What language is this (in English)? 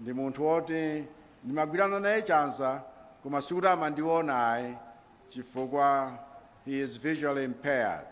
Nyanja